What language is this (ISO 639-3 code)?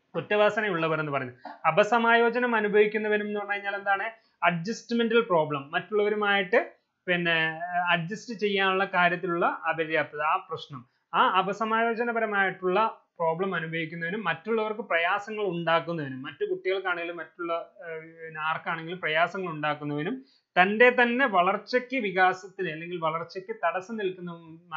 mal